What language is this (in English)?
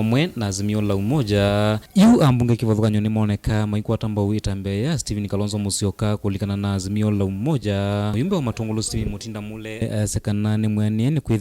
Kamba